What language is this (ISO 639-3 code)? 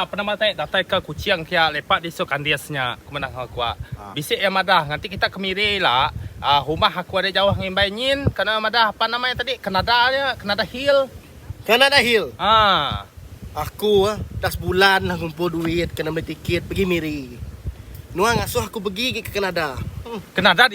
iba